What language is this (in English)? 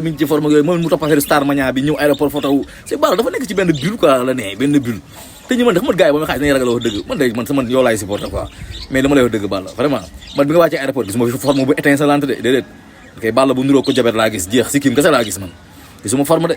Wolof